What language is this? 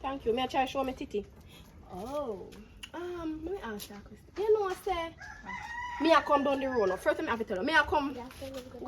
Jamaican Creole English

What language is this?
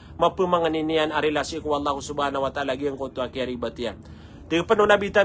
Maranao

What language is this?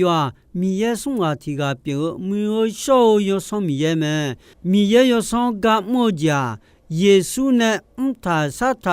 Akha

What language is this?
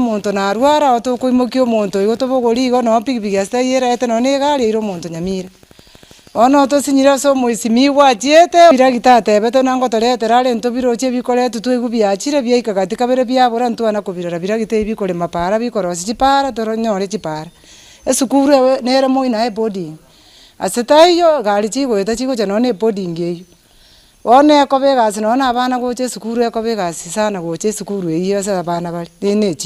Gusii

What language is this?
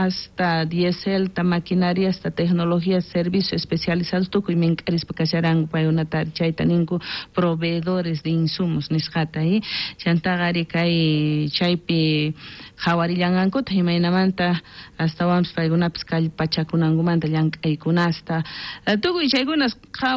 South Bolivian Quechua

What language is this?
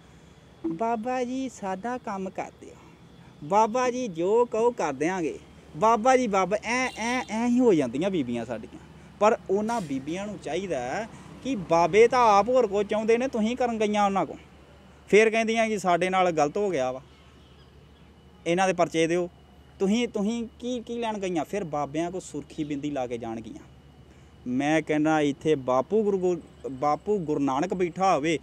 Punjabi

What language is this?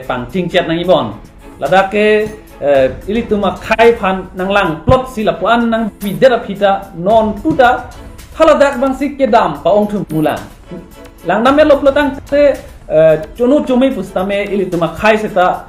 Karbi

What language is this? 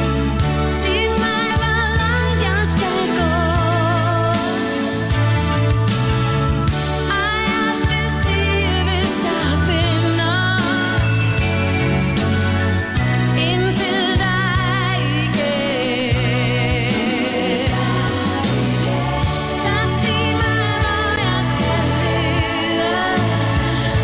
Danish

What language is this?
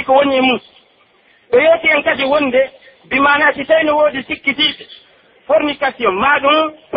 Pular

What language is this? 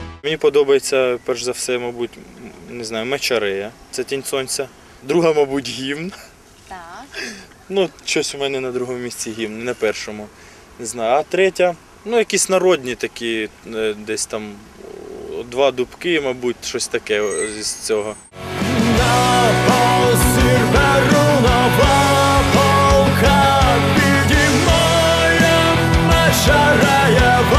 Ukrainian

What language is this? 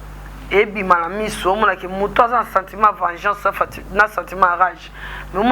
Lingala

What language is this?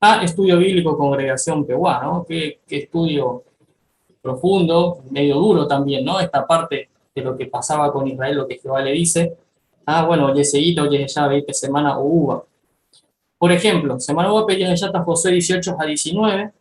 Guarani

